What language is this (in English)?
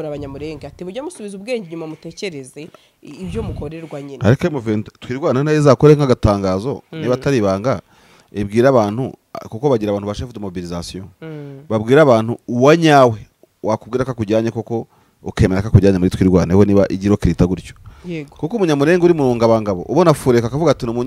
Kinyarwanda